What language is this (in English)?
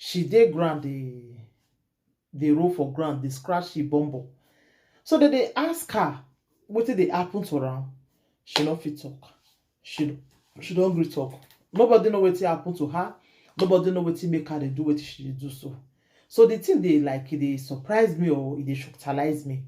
Nigerian Pidgin